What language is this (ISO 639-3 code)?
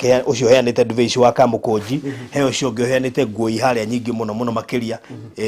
kik